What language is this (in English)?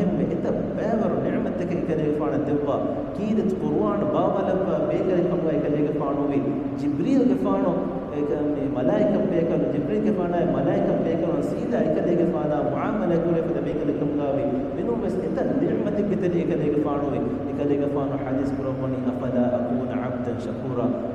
Divehi